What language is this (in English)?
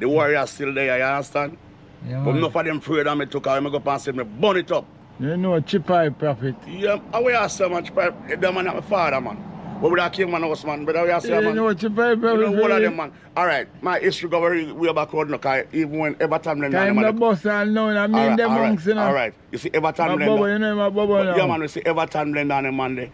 Jamaican Creole English